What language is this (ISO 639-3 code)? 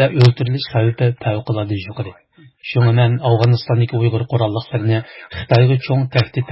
uig